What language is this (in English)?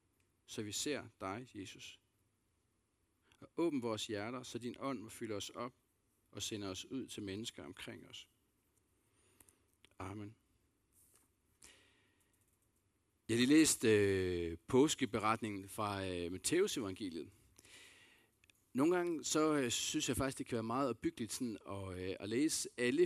Danish